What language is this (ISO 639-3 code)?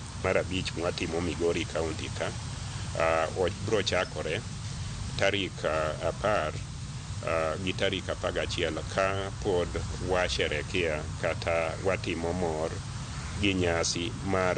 luo